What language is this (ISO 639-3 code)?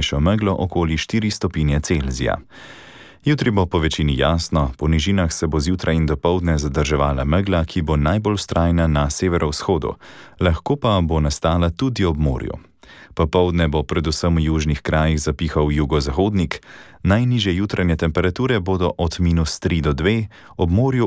slv